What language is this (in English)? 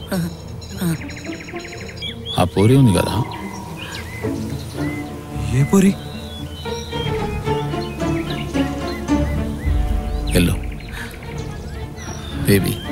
Telugu